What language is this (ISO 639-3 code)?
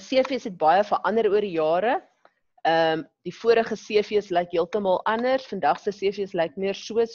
afr